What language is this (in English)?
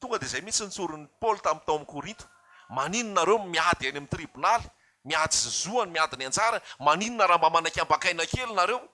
Malagasy